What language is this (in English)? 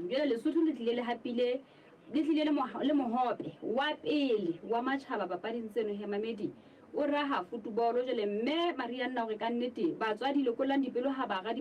Southern Sotho